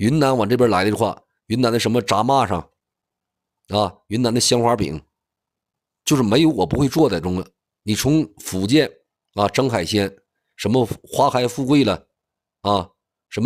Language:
Chinese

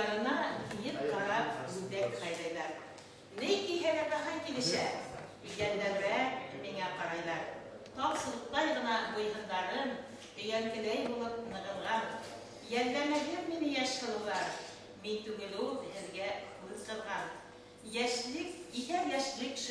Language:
Bashkir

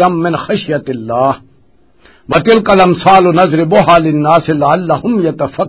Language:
Western Panjabi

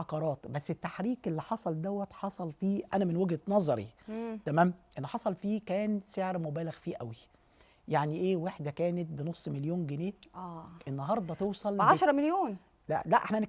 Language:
Egyptian Arabic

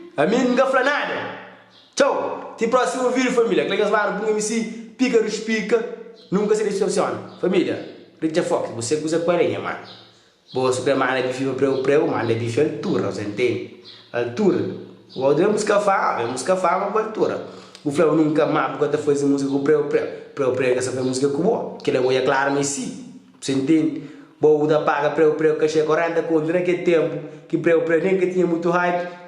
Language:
Kabuverdianu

